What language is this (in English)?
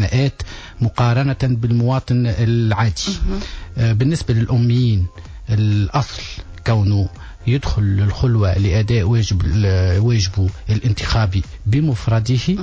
Tunisian Arabic